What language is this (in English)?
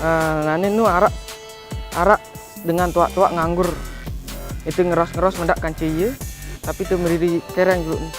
Sasak